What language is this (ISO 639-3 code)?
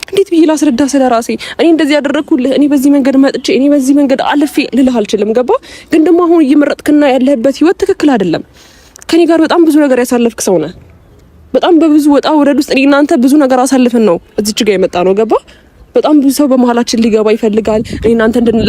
amh